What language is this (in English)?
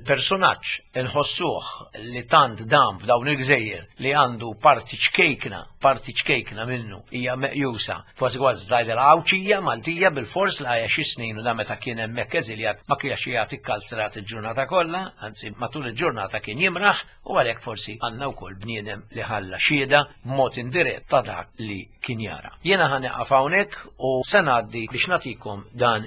Maltese